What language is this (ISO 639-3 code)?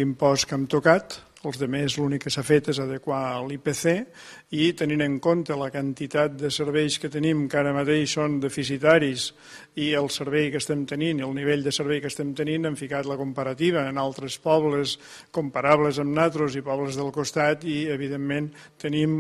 cat